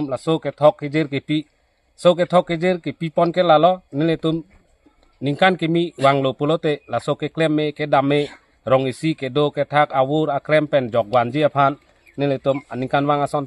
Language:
Karbi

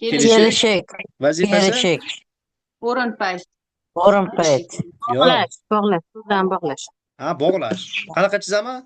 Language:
Uzbek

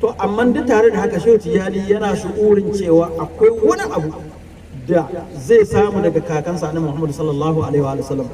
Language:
Hausa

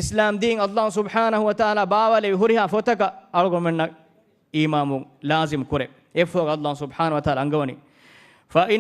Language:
Divehi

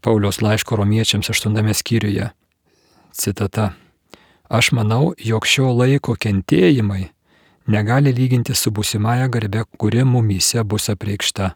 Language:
Lithuanian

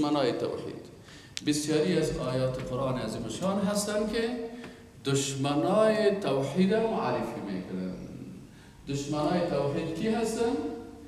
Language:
Persian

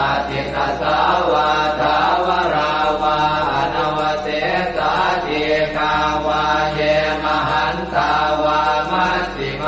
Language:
Pali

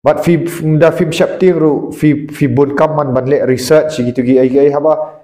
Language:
Khasi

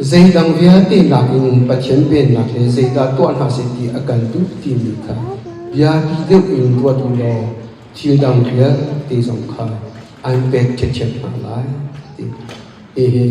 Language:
Hakha Chin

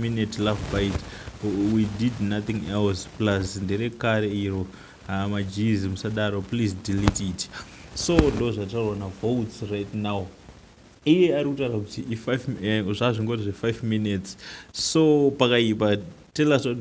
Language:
Shona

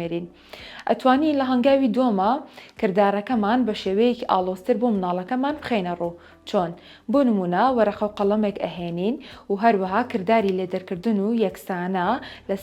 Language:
Central Kurdish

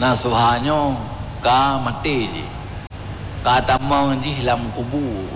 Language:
Achinese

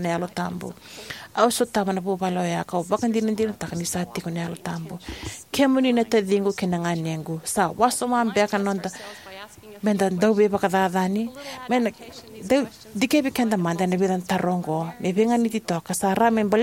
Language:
Fijian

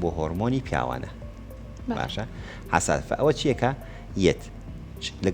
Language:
Central Kurdish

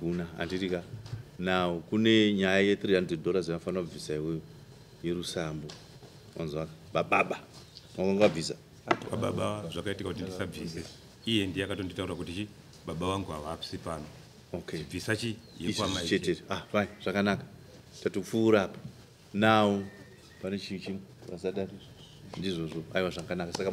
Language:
Shona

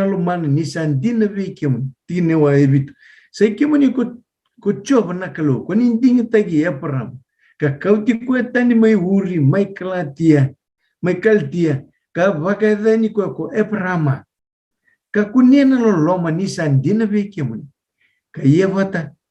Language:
Fijian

